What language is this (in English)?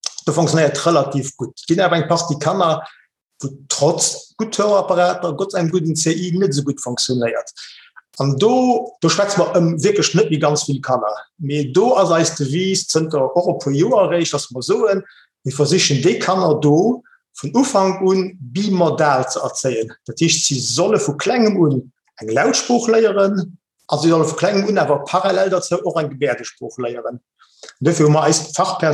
Luxembourgish